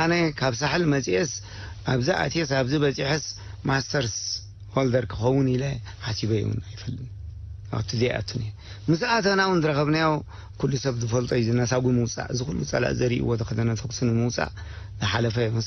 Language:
Tigrinya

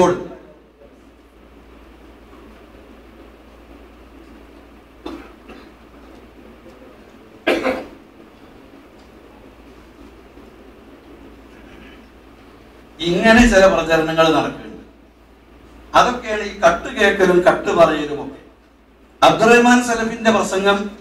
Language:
Malayalam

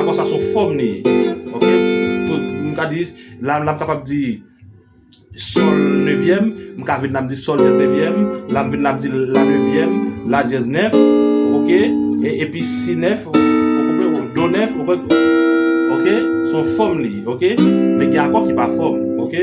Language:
Haitian Creole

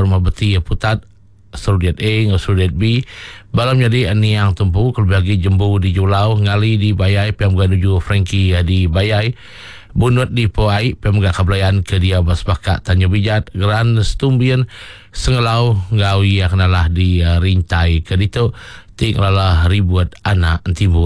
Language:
Iban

